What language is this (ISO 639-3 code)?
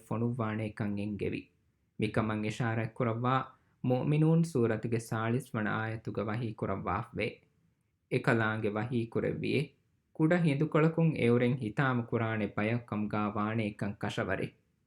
div